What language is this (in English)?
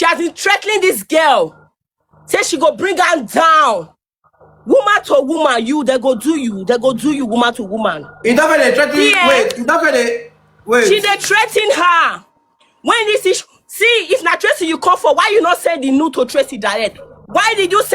Nigerian Pidgin